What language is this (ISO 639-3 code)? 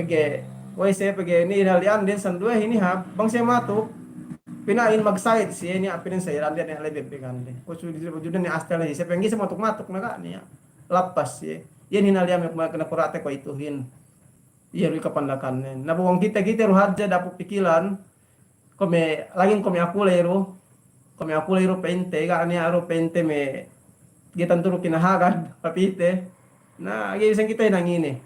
yka